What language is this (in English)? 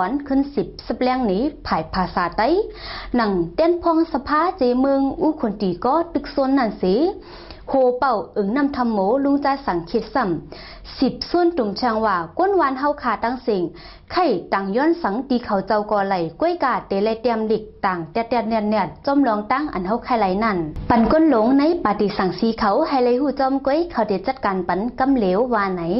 Shan